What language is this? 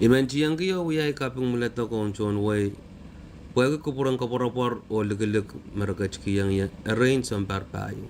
Pohnpeian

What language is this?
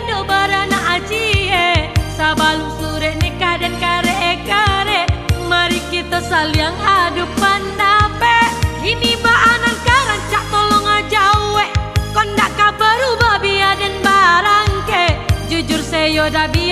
Minangkabau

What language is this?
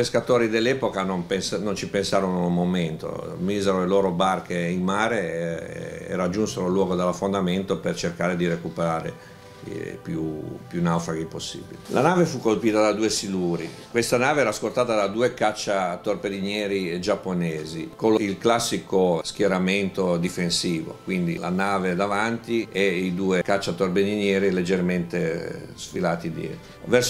Italian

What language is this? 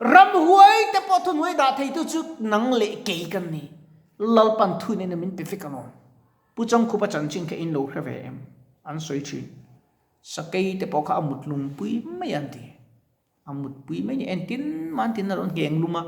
Mizo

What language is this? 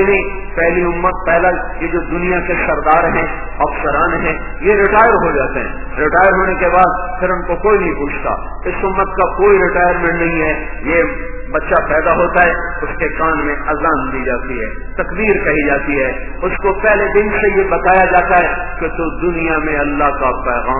Urdu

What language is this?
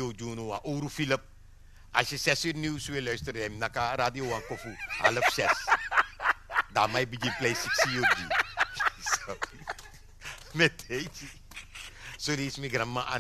Dutch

